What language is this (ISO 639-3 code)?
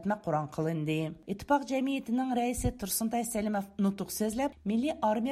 uig